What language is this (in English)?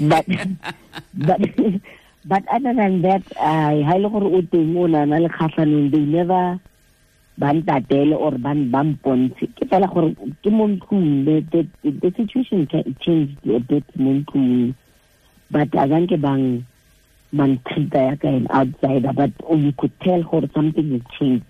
Tswana